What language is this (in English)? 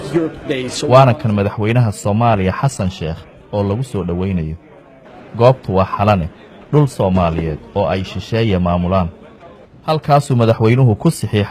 Somali